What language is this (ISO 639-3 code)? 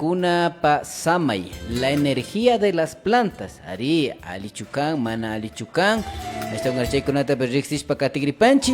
qvi